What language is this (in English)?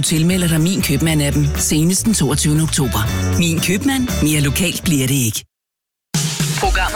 Danish